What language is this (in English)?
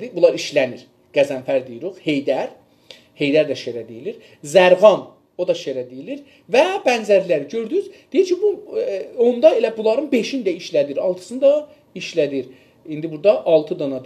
South Azerbaijani